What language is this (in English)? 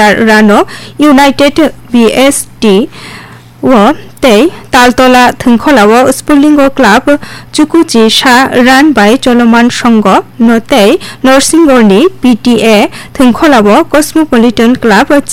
Kok Borok